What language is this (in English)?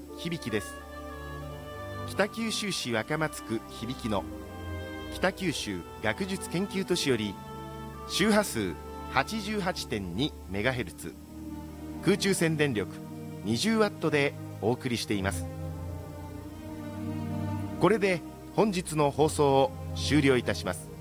Japanese